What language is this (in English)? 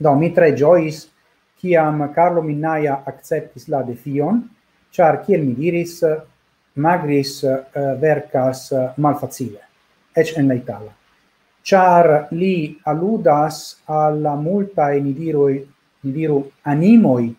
Esperanto